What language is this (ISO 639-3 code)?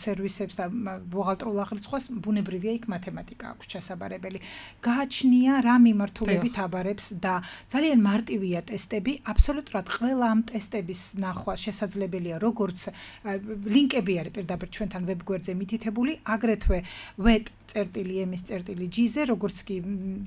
kat